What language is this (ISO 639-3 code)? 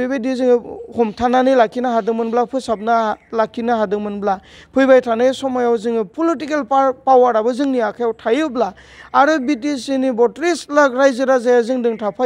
brx